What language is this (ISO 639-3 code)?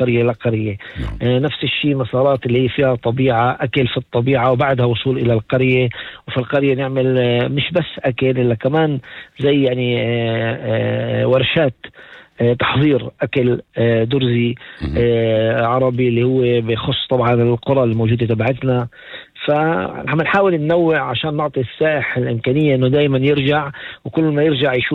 apc